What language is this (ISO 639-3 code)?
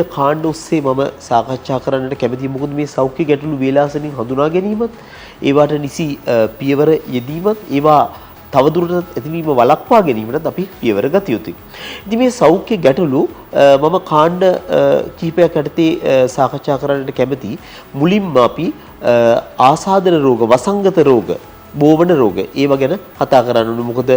sin